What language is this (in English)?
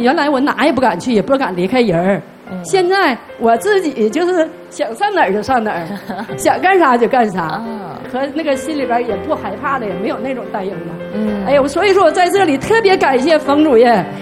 Chinese